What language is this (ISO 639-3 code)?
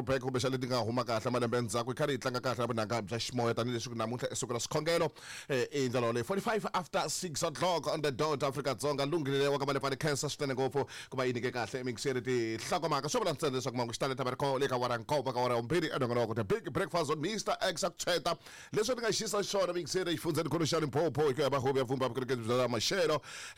tso